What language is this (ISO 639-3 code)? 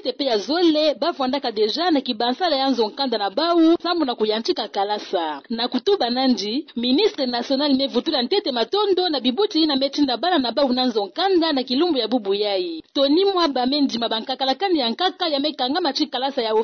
ktu